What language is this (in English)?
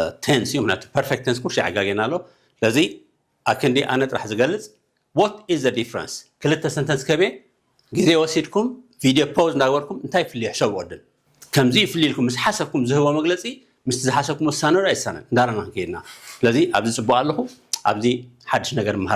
Tigrinya